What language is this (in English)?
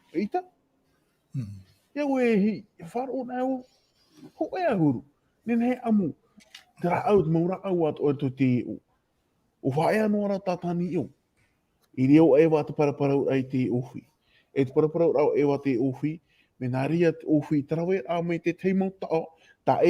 Tahitian